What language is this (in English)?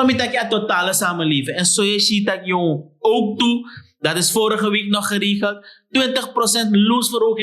Sranan Tongo